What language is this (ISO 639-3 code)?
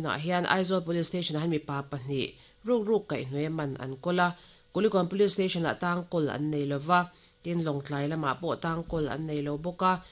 lus